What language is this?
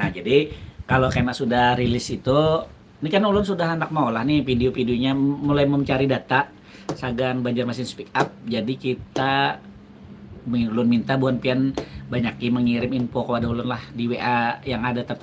Banjar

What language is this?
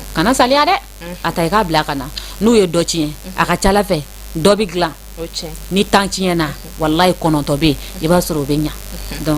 Bambara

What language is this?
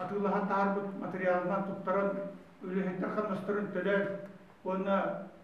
Yakut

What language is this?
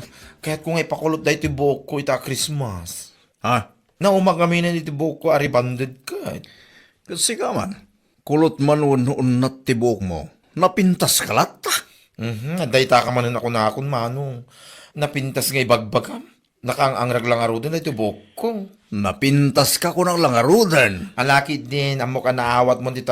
Iloko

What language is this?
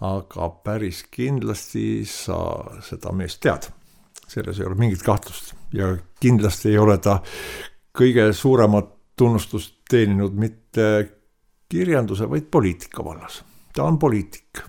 Estonian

